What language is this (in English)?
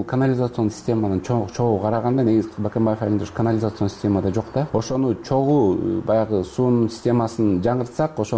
Kyrgyz